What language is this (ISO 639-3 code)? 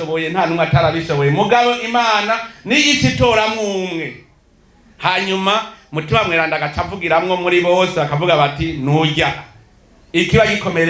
run